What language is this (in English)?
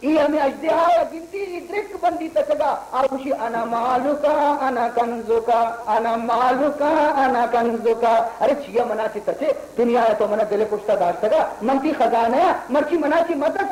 Baluchi